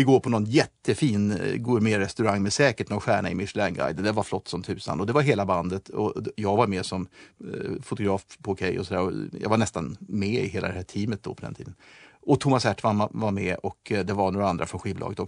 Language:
Swedish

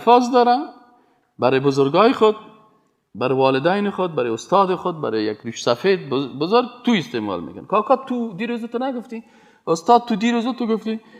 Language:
Persian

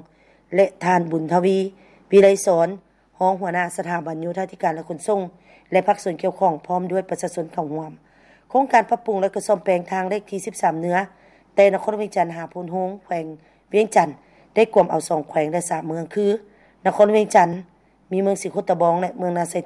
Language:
Lao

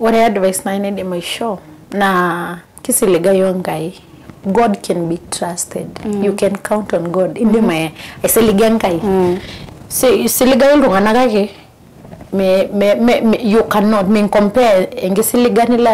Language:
Masai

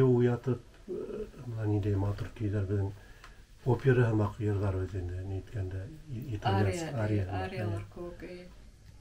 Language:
Bashkir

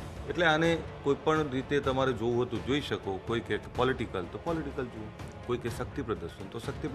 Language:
Gujarati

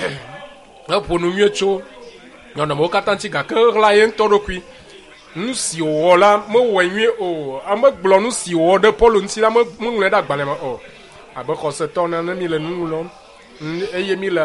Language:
Ewe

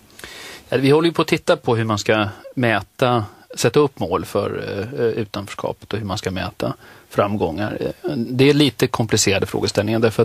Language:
Swedish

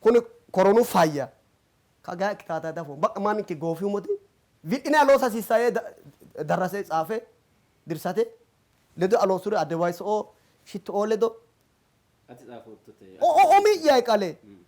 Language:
Sidamo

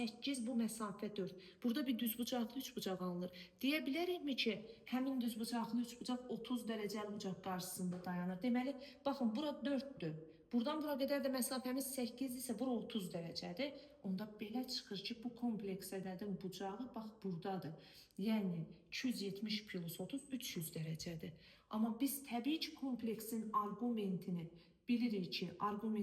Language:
Azerbaijani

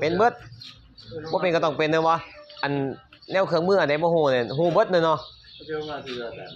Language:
Northeastern Thai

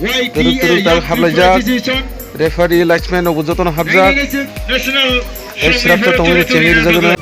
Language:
Kok Borok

